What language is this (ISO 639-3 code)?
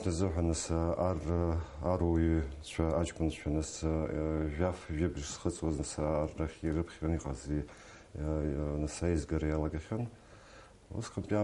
abk